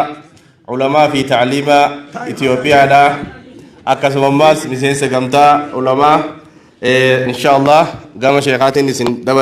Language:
Oromo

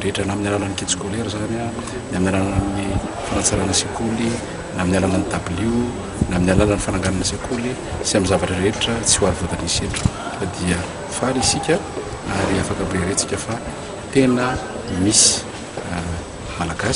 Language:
Malagasy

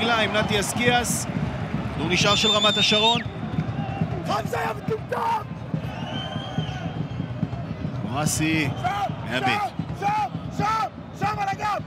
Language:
Hebrew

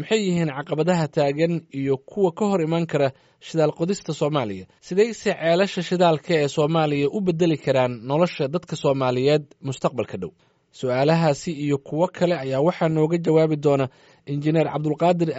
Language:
Somali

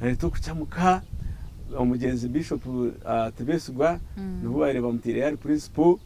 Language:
Nyankole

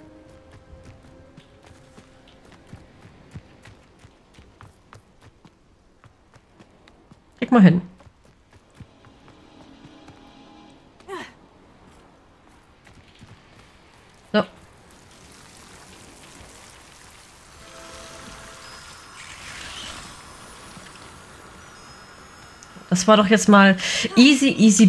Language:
German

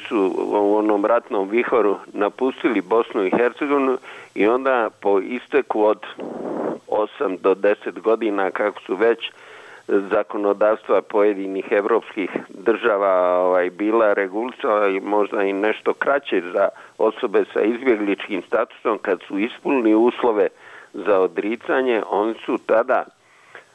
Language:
Croatian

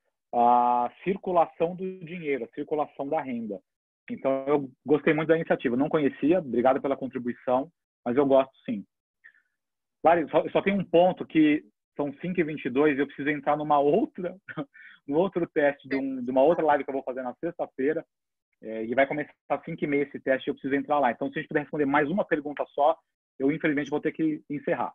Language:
Portuguese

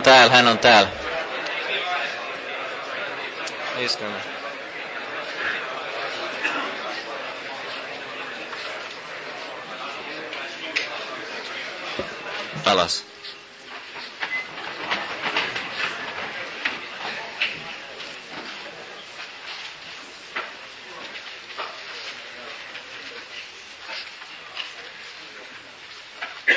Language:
Finnish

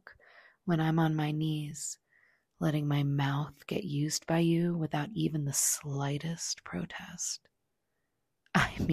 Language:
English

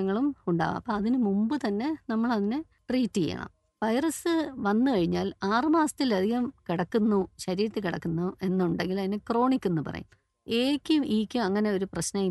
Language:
Malayalam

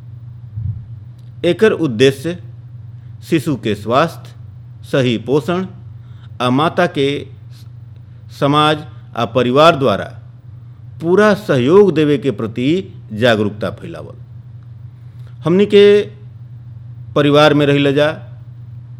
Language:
Bhojpuri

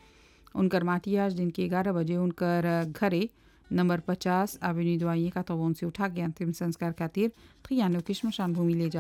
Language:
Bhojpuri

